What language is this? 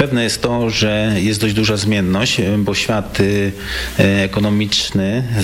Polish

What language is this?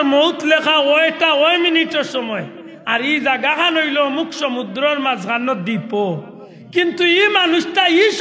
Sylheti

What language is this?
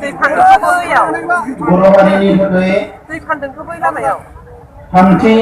Bodo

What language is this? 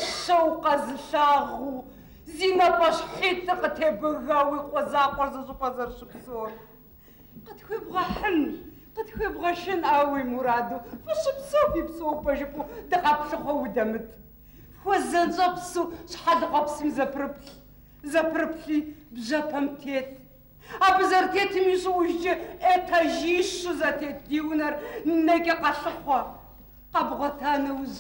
Kabardian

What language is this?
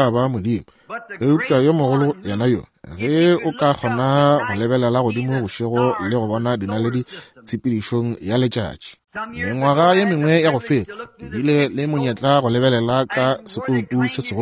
Northern Sotho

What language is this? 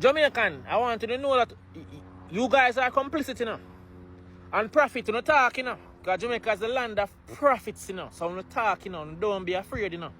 Jamaican Creole English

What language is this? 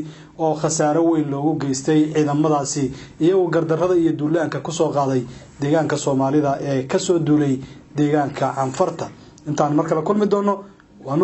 Somali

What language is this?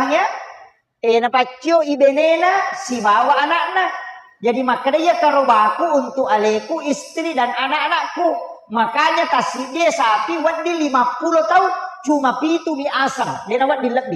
Buginese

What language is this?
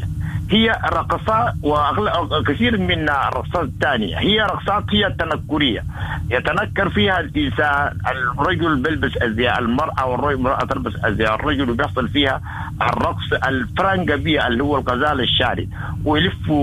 Sudanese Arabic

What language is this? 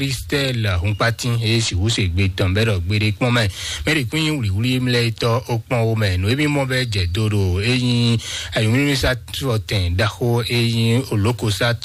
Fon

